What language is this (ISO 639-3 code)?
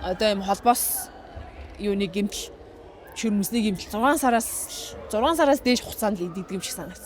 mon